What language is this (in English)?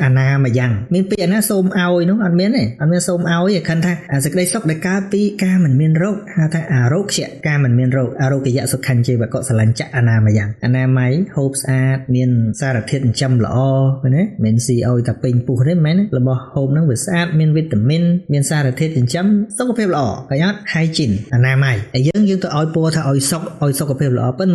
Khmer